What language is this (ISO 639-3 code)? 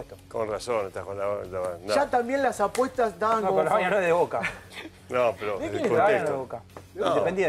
spa